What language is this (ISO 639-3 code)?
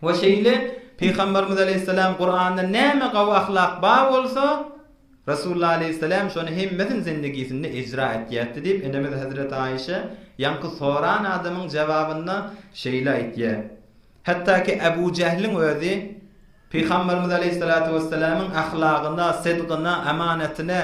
tuk